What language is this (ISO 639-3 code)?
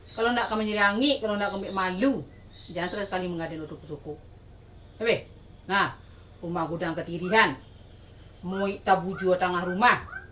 min